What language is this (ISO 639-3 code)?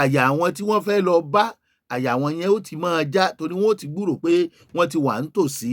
yor